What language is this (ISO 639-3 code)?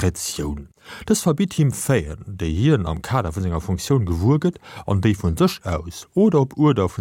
ltz